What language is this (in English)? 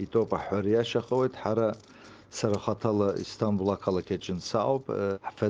Abkhazian